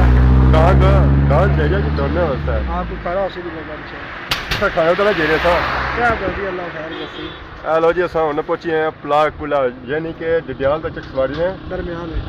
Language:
Pahari-Potwari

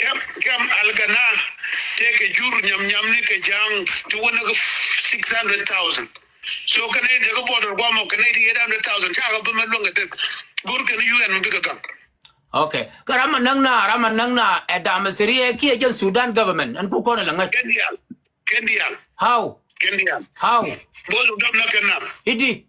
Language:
Nuer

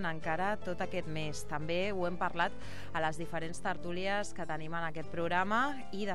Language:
Catalan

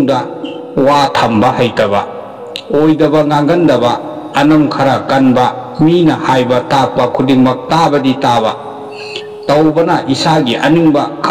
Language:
Manipuri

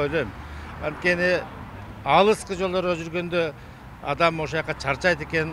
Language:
Kyrgyz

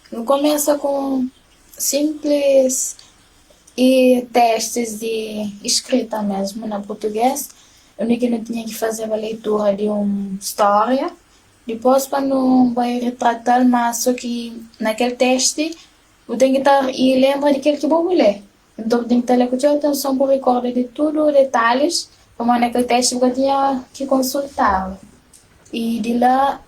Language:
Kabuverdianu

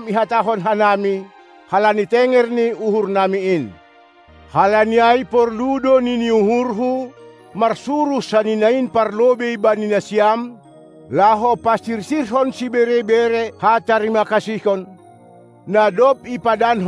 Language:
Batak Simalungun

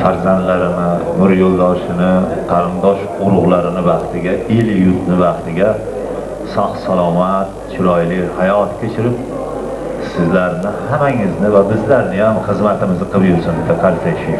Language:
Uzbek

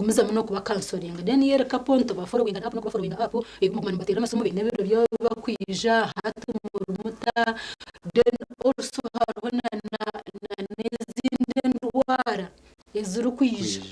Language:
Nyankole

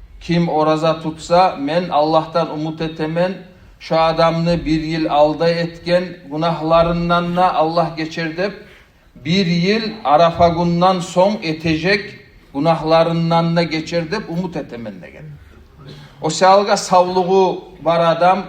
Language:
Kumyk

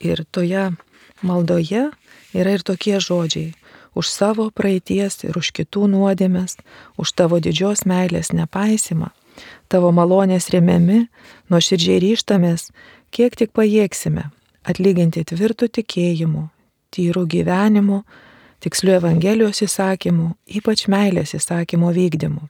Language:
Lithuanian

